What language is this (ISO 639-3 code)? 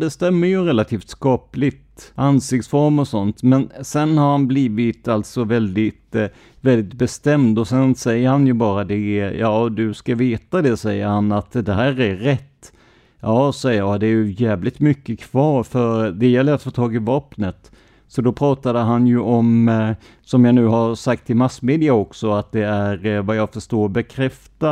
swe